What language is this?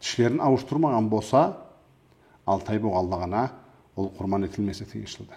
Karachay-Balkar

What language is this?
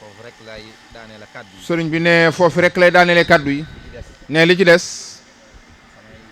Wolof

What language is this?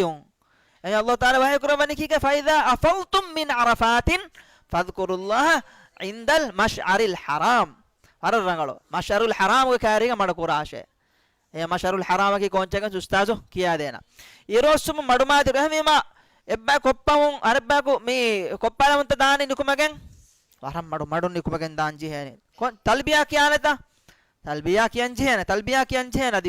Divehi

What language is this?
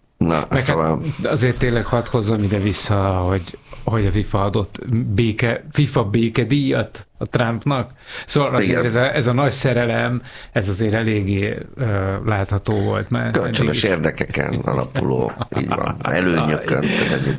Hungarian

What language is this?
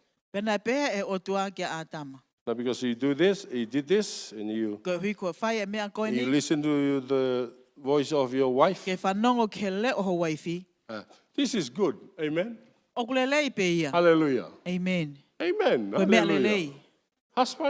Tongan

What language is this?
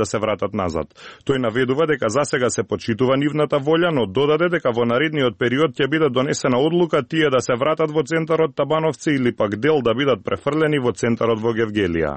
Macedonian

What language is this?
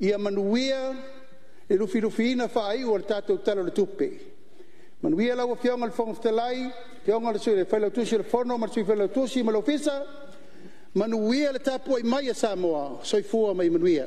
Samoan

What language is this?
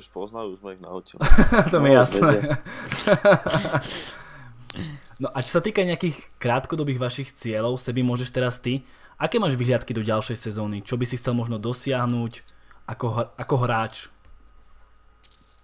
Slovak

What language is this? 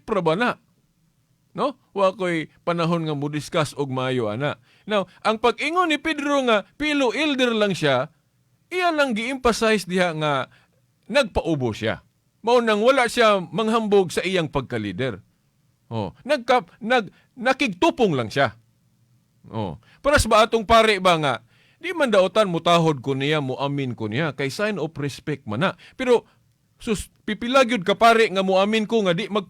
Cebuano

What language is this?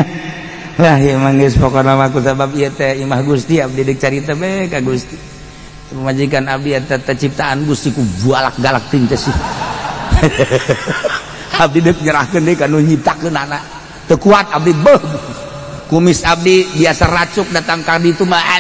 Sundanese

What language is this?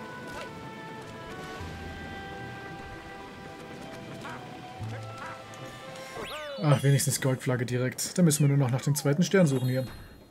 German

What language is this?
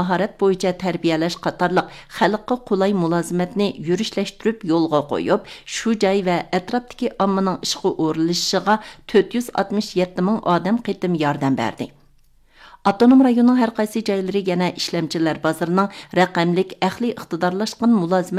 Uyghur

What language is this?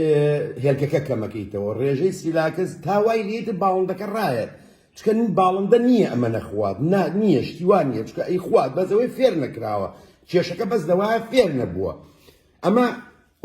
Central Kurdish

